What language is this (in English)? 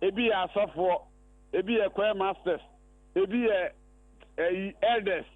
Akan